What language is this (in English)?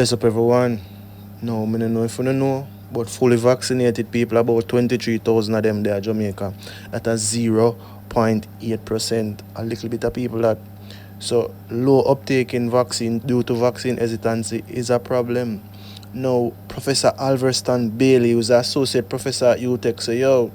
Jamaican Creole English